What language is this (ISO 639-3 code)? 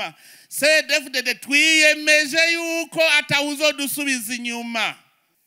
run